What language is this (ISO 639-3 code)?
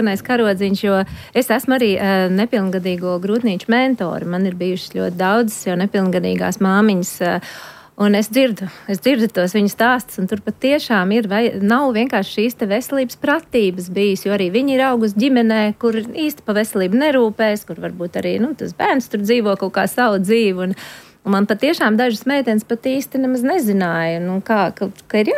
lav